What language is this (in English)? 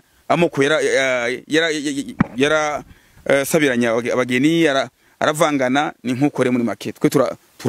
Rundi